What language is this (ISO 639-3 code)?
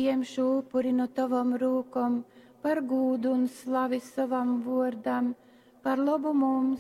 ltg